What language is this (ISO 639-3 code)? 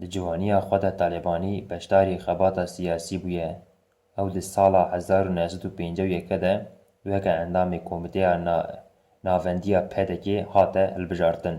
kur